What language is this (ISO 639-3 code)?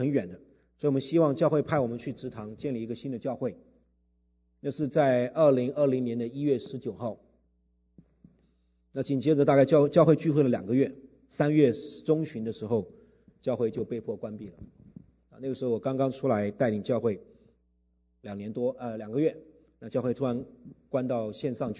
zho